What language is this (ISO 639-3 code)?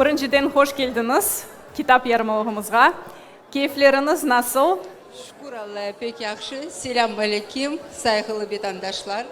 crh